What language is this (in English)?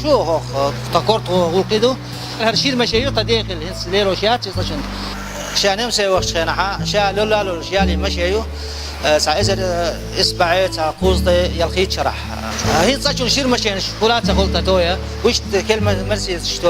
Chechen